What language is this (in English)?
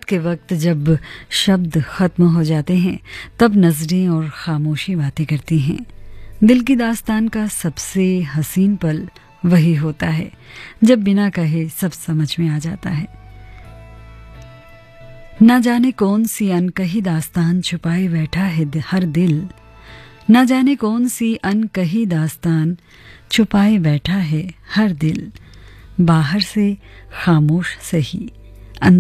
Hindi